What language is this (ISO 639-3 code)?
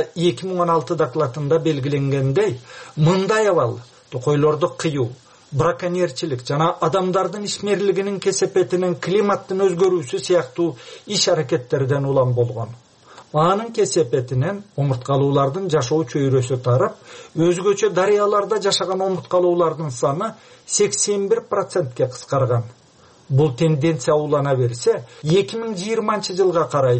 kir